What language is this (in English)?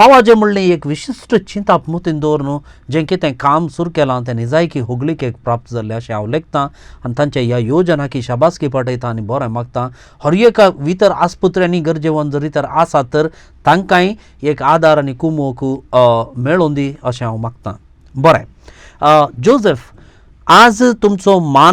Konkani